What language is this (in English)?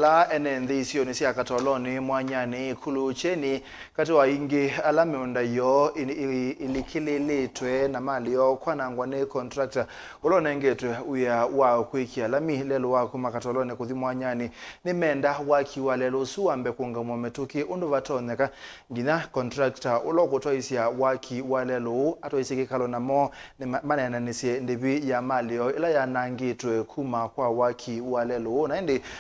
Kamba